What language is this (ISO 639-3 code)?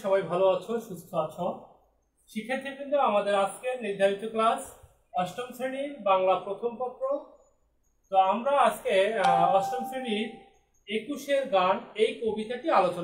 ben